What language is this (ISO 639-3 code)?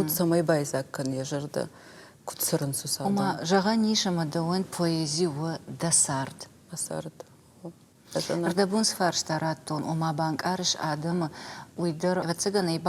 oss